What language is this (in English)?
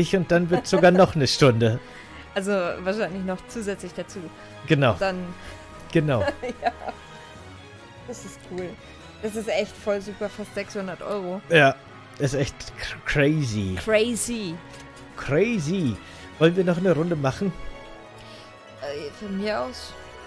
German